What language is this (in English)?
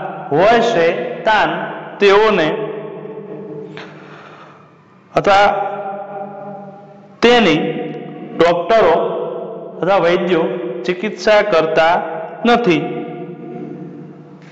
Gujarati